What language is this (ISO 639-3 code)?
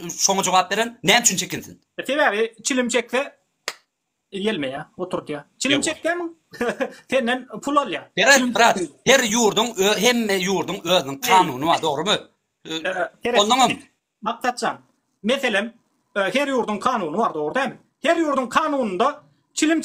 tuk